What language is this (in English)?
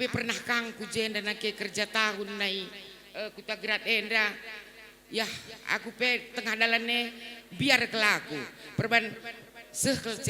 Batak Karo